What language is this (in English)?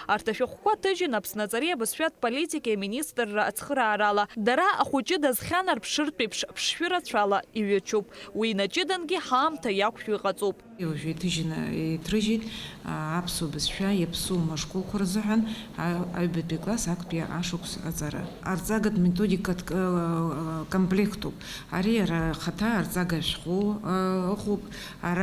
Abkhazian